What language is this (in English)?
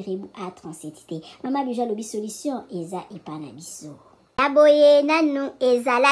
Lingala